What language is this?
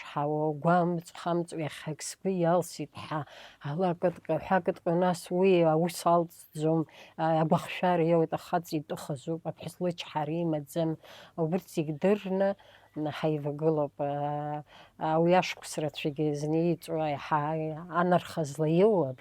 Abkhazian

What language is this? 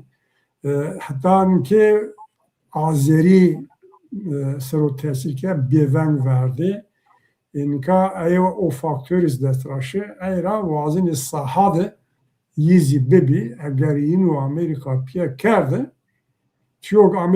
Zaza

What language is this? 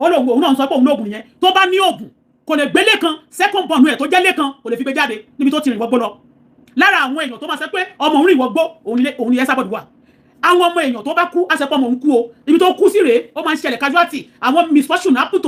Yoruba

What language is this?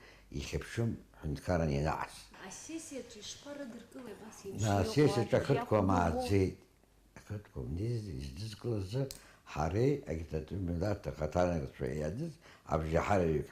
Abkhazian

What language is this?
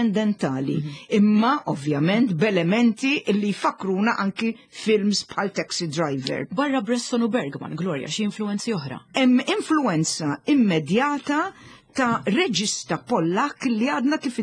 Maltese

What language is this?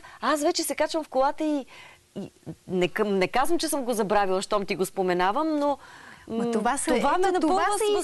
Bulgarian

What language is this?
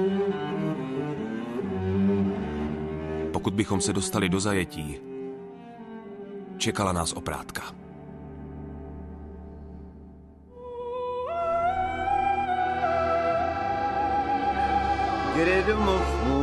Czech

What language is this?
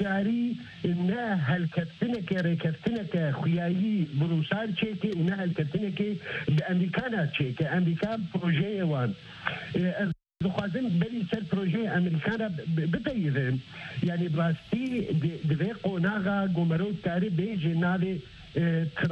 Kurdish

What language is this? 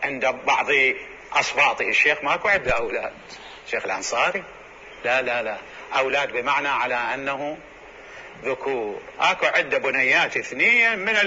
Mesopotamian Arabic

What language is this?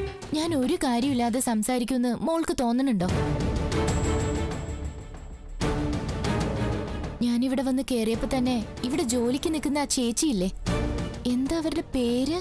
Malayalam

